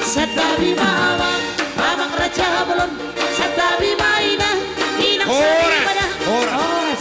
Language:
Batak Toba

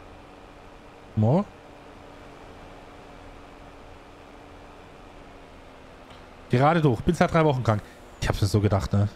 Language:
German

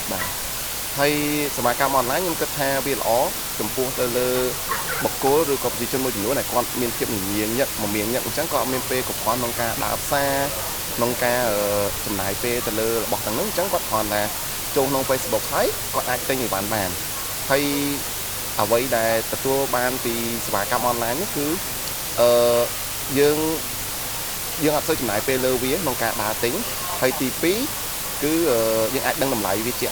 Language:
Khmer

